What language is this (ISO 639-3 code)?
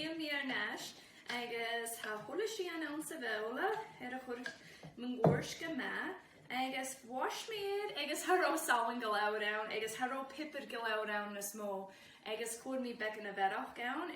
gla